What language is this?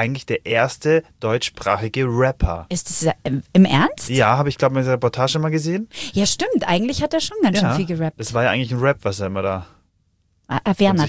German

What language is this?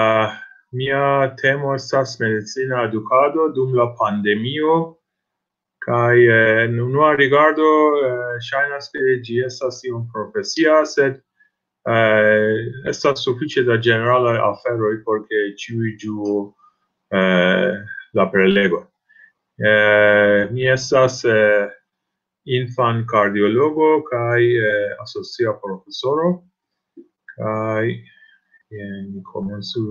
Esperanto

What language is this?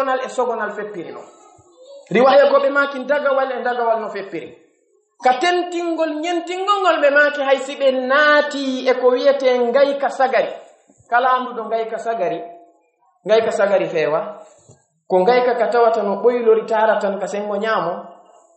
Pular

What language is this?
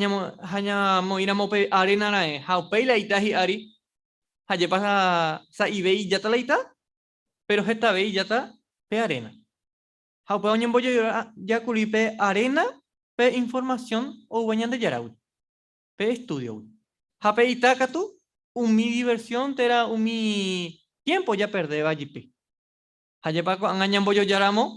Guarani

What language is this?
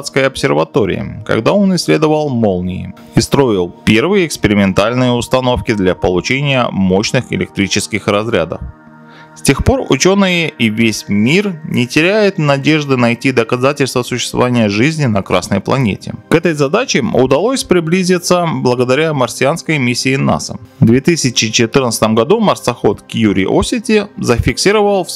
Russian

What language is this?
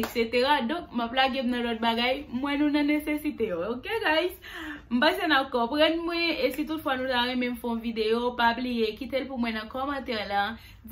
Haitian Creole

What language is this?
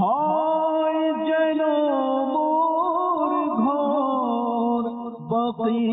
Bangla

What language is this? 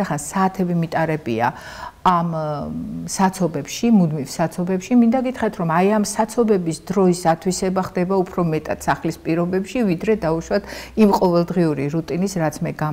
Georgian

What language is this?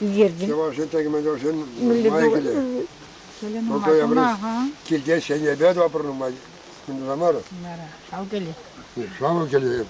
Chuvash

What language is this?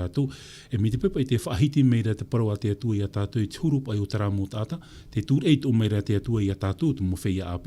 Tahitian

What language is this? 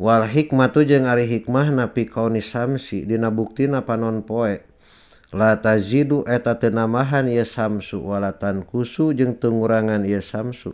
Sundanese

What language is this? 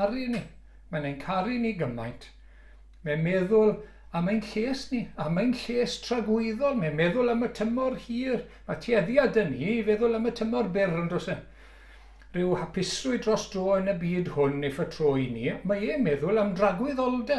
Welsh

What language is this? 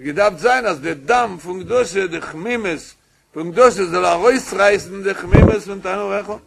Yiddish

